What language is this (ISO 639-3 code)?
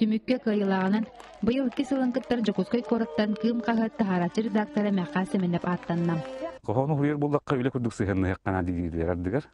sah